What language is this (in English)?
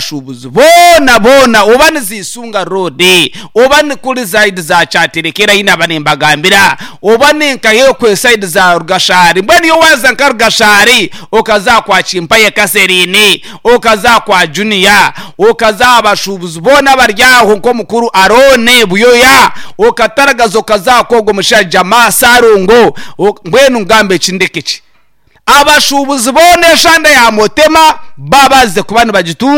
Nyankole